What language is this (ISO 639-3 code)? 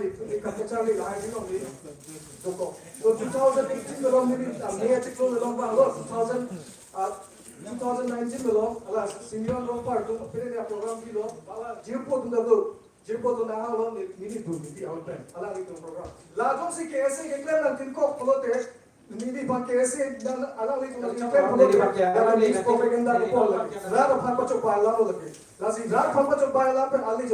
mjw